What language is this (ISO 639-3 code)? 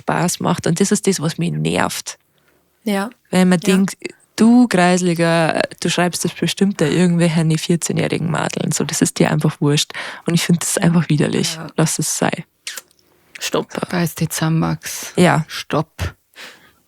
bar